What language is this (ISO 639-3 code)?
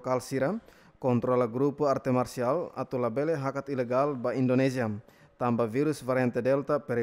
tet